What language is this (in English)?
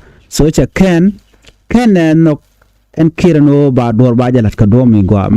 Nuer